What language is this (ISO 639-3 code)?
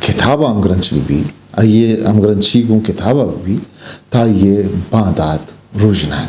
bgp